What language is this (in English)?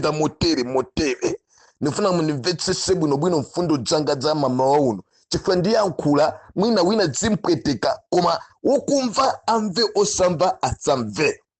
Nyanja